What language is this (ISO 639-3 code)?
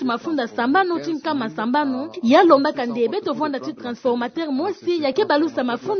ktu